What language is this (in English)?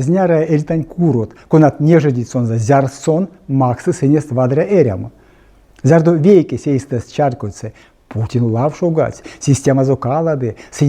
Erzya